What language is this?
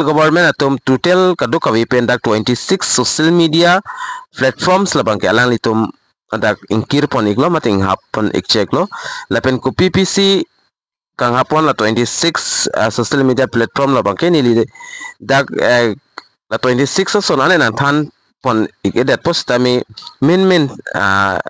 Karbi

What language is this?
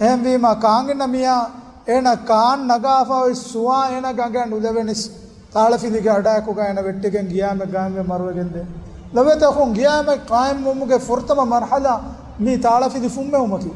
Divehi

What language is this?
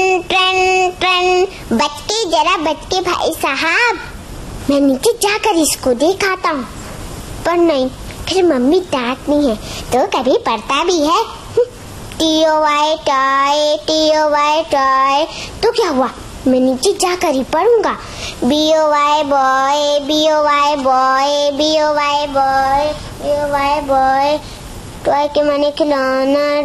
Hindi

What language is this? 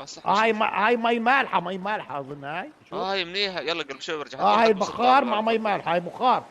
North Levantine Arabic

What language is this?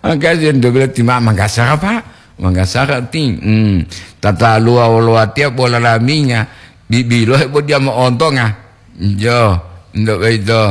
Gorontalo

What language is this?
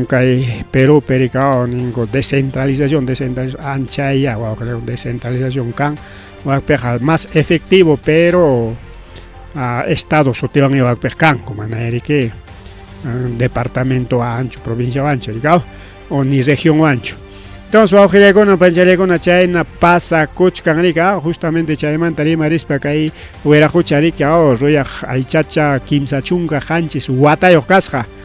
Ayacucho Quechua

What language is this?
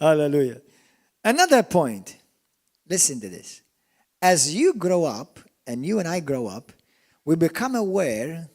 English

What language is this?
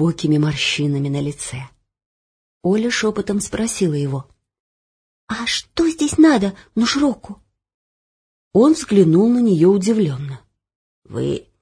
Russian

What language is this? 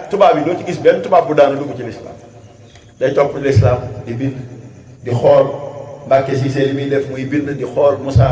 Wolof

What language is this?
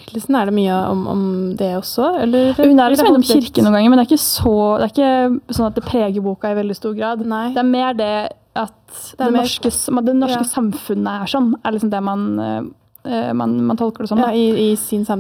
Norwegian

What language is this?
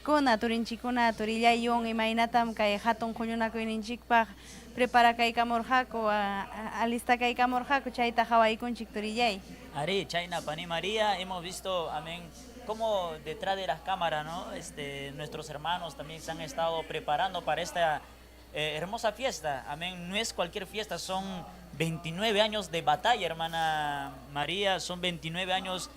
Ayacucho Quechua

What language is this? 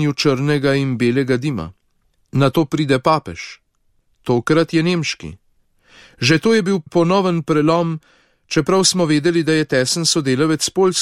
Slovenian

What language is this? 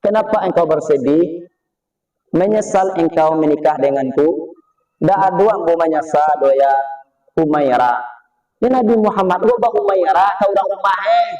Minangkabau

